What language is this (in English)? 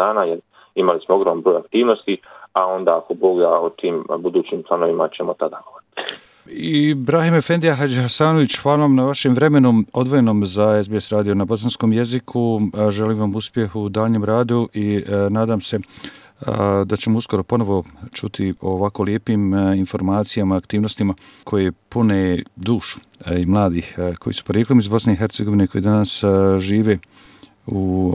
Bosnian